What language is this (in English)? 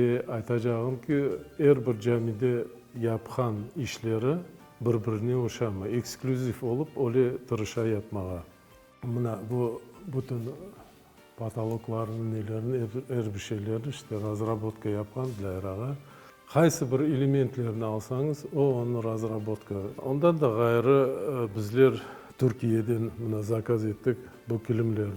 Crimean Tatar